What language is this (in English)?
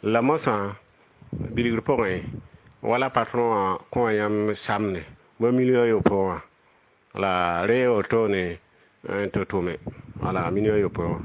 Mossi